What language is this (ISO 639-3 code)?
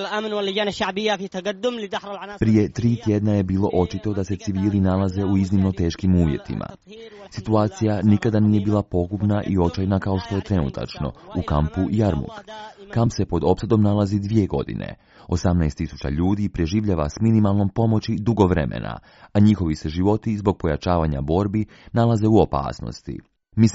hrv